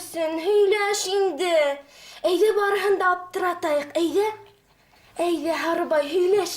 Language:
Bashkir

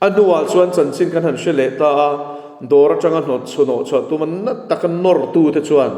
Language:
Mizo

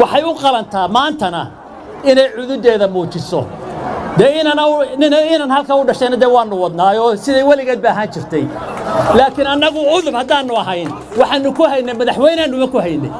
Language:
Somali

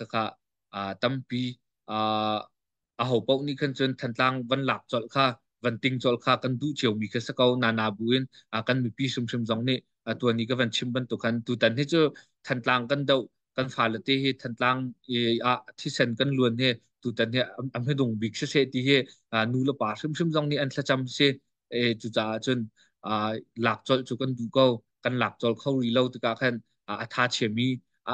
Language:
Hakha Chin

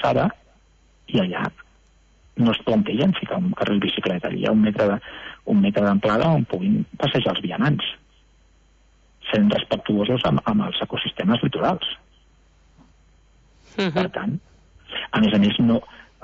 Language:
Catalan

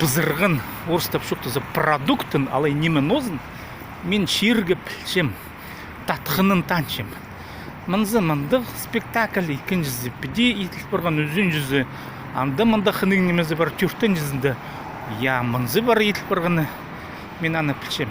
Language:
Khakas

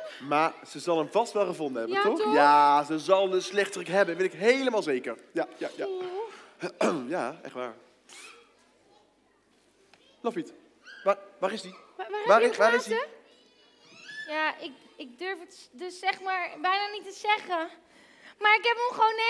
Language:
Dutch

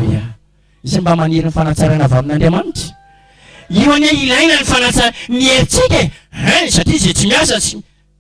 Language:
Malagasy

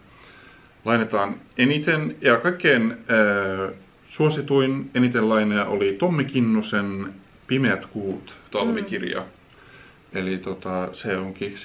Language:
Finnish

